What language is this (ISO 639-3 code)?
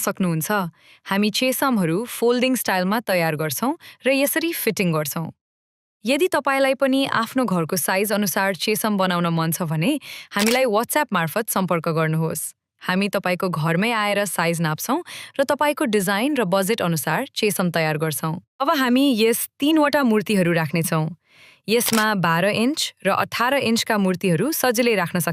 nep